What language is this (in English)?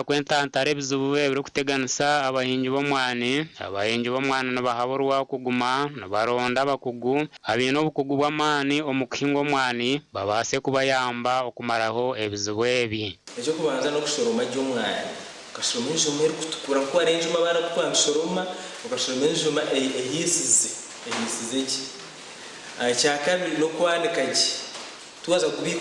Nyankole